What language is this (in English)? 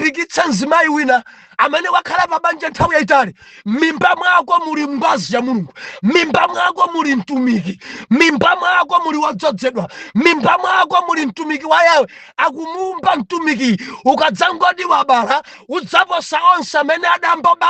Nyanja